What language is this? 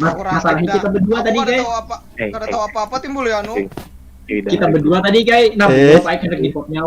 Banjar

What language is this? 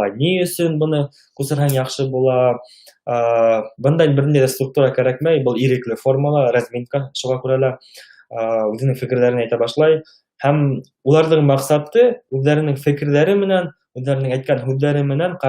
Bashkir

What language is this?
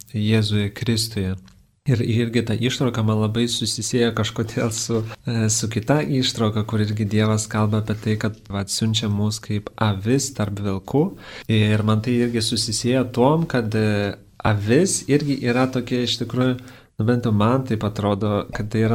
Lithuanian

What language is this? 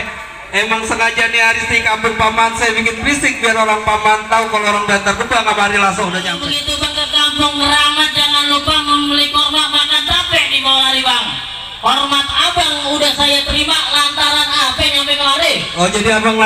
Betawi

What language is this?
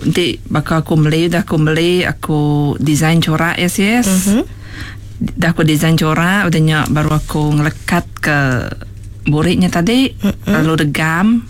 Iban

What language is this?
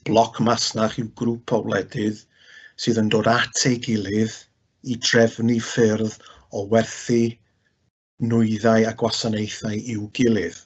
Welsh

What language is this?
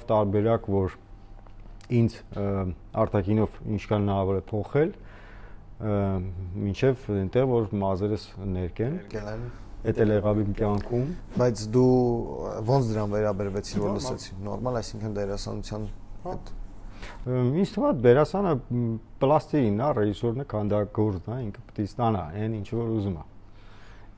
Armenian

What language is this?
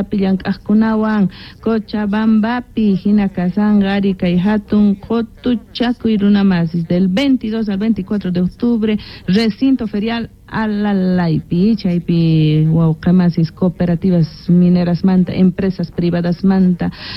Quechua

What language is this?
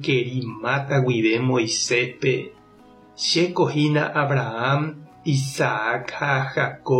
Guarani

